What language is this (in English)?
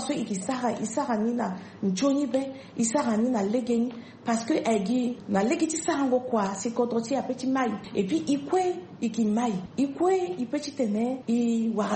Sango